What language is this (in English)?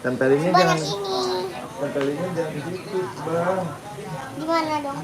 Betawi